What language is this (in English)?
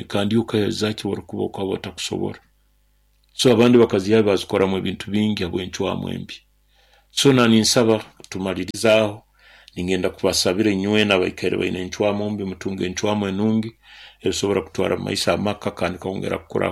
Nyoro